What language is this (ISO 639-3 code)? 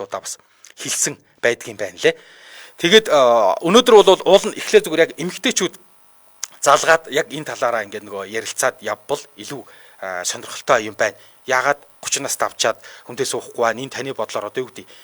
mon